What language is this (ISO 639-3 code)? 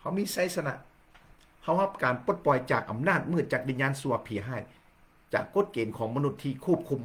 lao